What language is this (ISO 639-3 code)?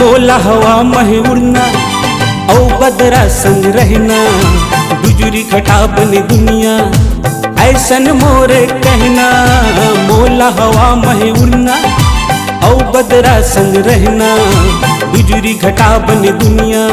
hne